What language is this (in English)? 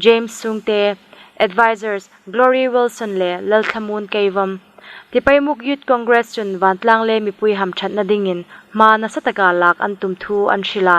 Hmar